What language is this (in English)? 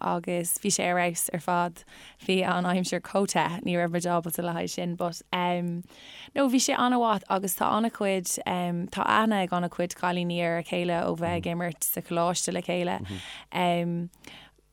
Irish